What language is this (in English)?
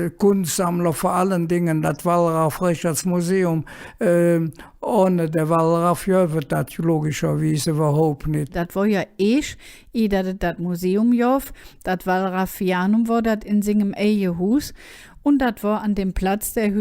Colognian